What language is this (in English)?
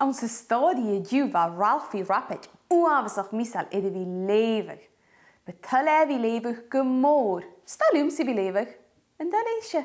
Scottish Gaelic